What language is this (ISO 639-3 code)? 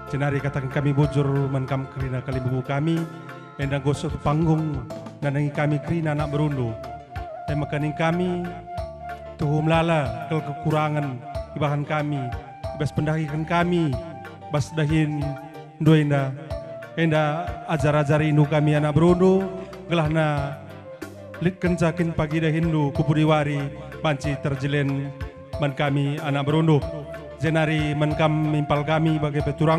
btx